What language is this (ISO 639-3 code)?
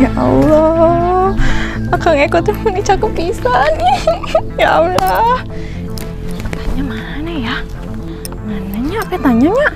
bew